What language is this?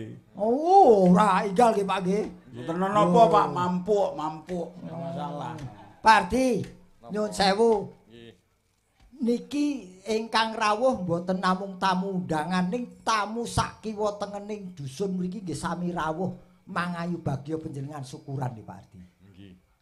Javanese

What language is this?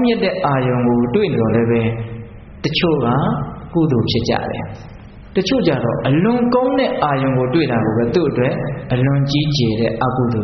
Burmese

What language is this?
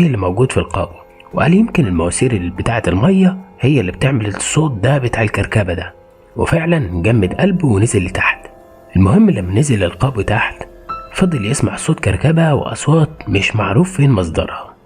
Egyptian Arabic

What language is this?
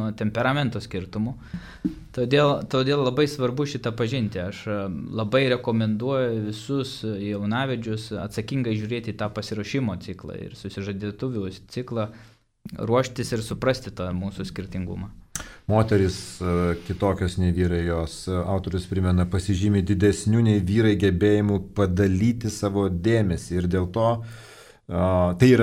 Lithuanian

